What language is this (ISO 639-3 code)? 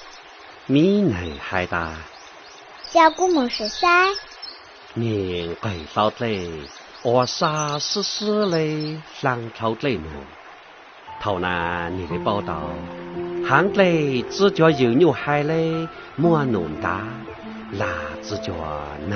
hmn